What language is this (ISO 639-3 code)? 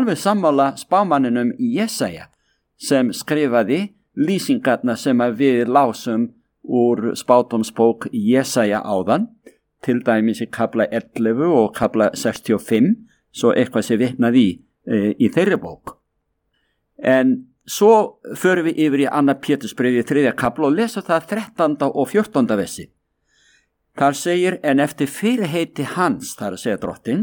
isl